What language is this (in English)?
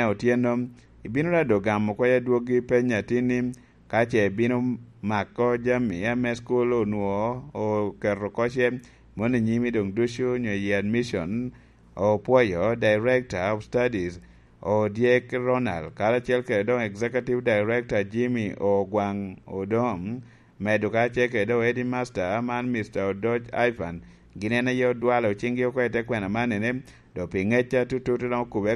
Lango (Uganda)